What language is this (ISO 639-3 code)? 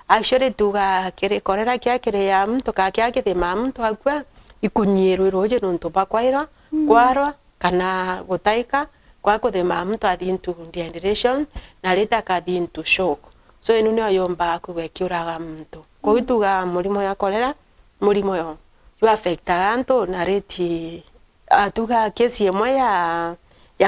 mer